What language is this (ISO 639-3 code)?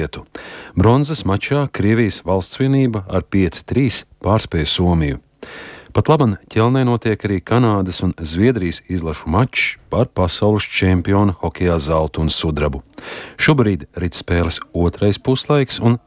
lav